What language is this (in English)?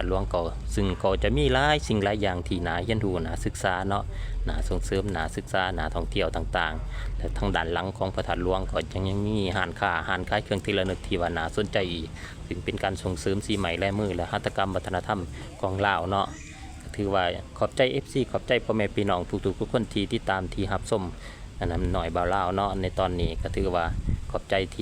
Lao